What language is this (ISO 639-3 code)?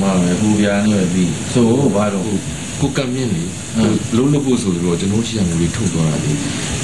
mya